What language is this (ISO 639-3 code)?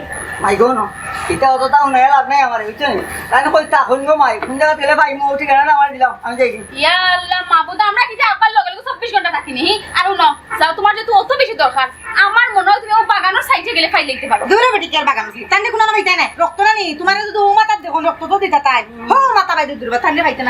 syl